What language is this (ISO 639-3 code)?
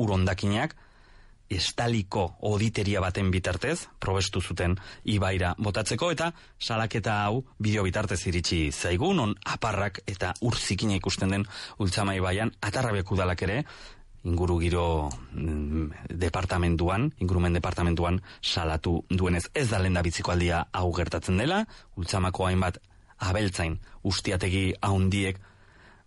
eus